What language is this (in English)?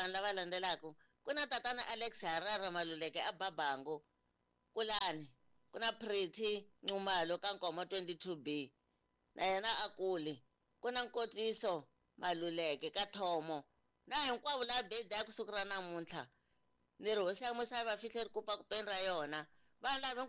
Tsonga